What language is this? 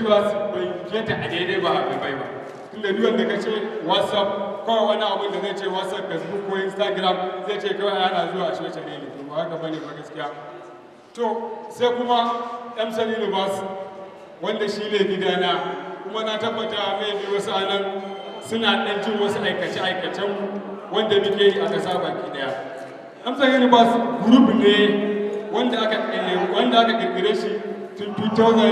Hausa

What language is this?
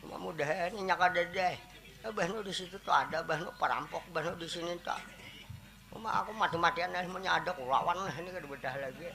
Banjar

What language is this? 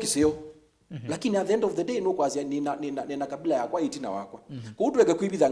Kamba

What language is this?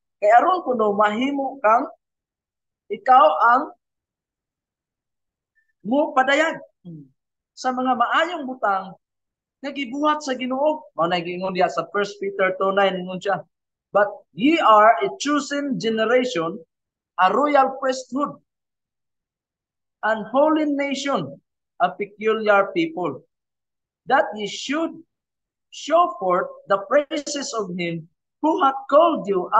Cebuano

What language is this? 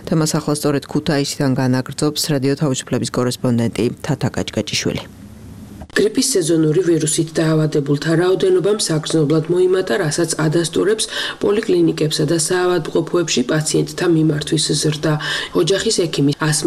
Georgian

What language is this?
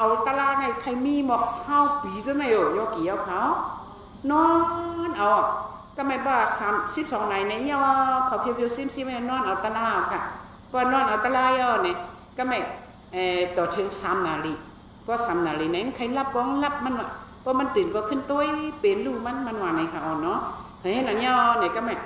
Shan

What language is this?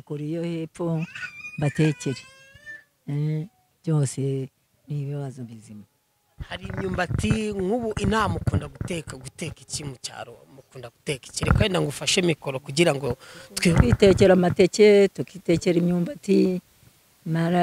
Kinyarwanda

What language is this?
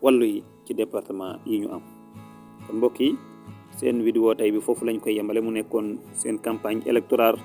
Wolof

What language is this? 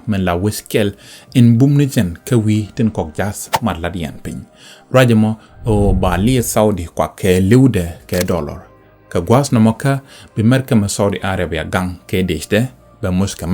Nuer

